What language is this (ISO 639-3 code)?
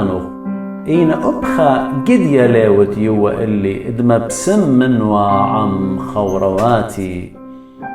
aii